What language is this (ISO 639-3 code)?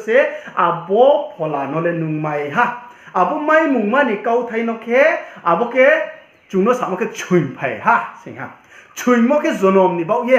ria